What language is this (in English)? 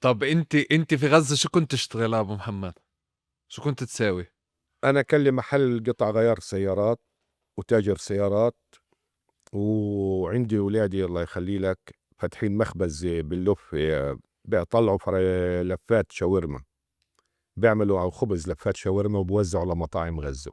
North Levantine Arabic